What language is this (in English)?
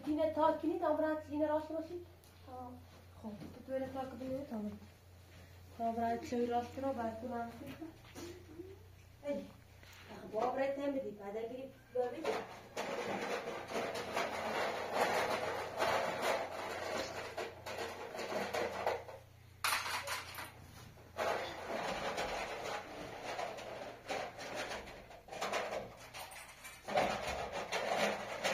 Persian